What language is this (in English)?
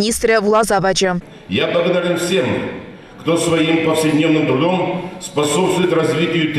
Chuvash